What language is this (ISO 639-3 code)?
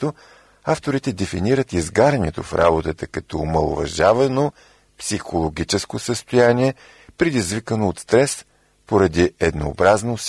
bul